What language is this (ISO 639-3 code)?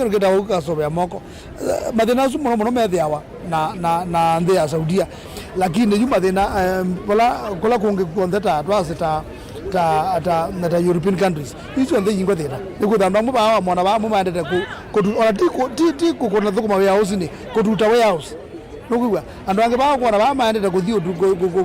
kam